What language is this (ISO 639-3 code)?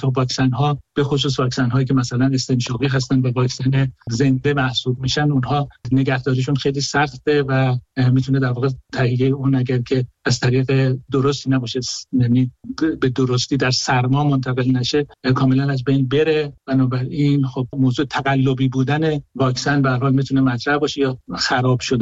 fas